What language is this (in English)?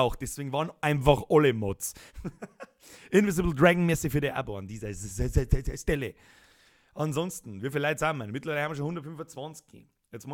Bavarian